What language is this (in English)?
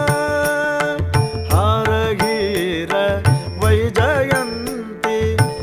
Kannada